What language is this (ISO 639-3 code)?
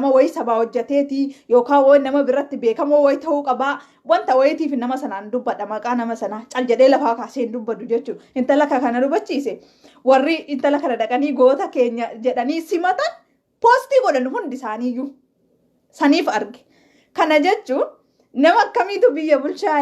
orm